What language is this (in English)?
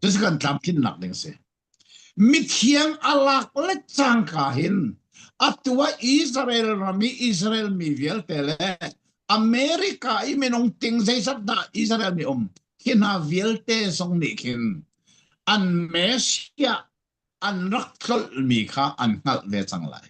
Falam Chin